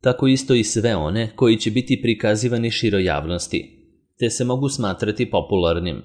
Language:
Serbian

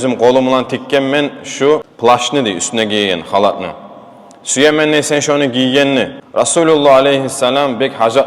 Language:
Kumyk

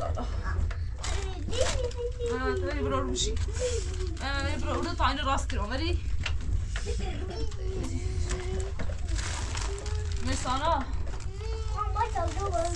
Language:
Persian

